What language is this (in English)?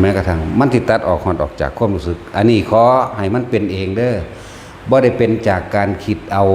Lao